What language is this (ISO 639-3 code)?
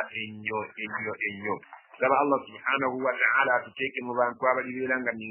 lug